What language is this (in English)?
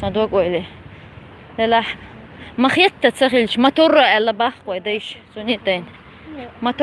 Chechen